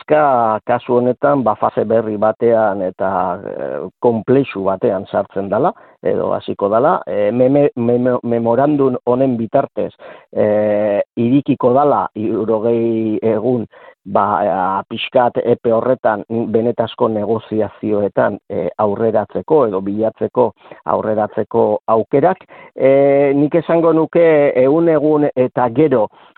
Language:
Basque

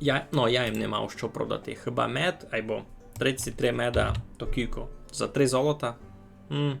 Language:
Rusyn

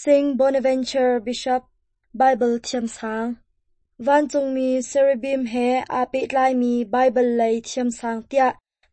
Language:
Hakha Chin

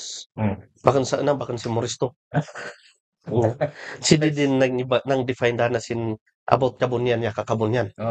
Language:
Kankanaey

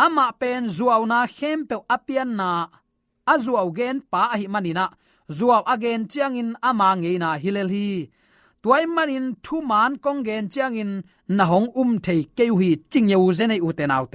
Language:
Tedim Chin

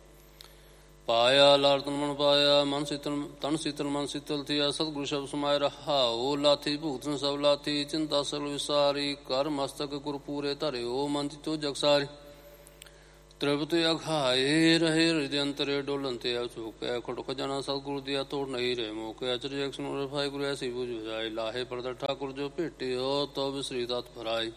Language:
Punjabi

